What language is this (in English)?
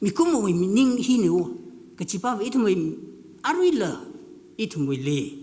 Tangkhul Naga (India)